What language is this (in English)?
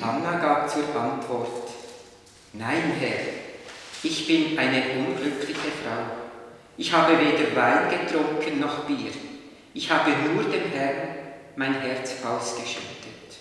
Swiss German